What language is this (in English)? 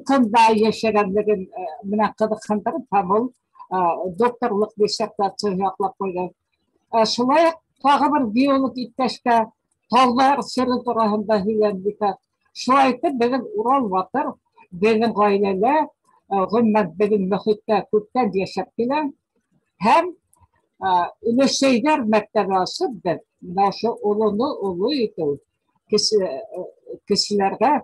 Bashkir